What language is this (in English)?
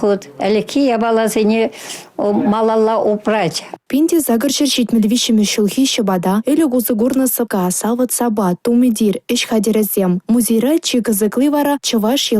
Chuvash